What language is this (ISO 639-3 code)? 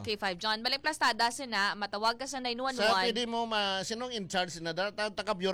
hil